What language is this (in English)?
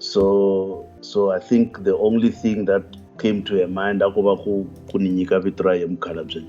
Tsonga